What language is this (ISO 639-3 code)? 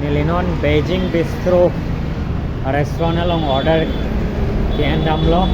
mjw